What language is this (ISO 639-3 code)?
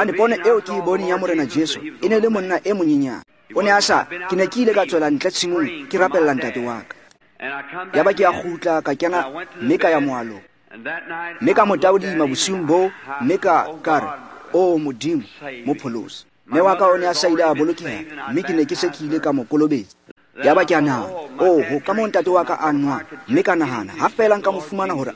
tsn